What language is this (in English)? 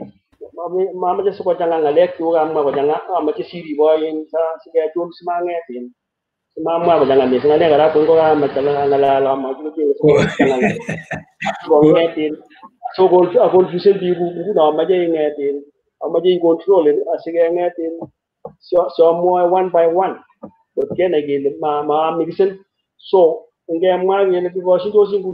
Kalenjin